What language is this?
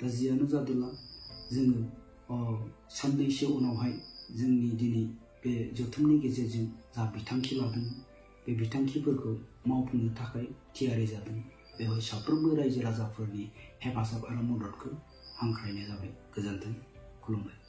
Bodo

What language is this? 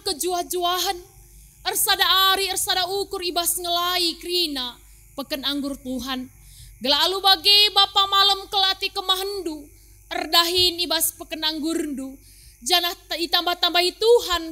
Batak Karo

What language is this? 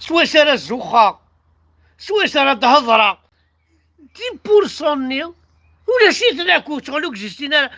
Kabyle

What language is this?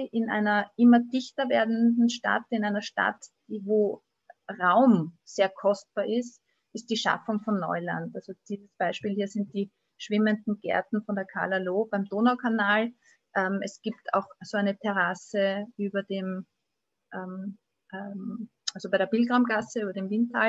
German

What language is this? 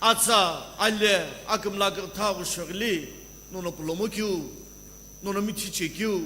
Sumi Naga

